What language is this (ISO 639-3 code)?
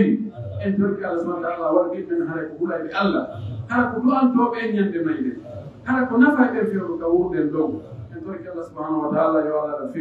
fuf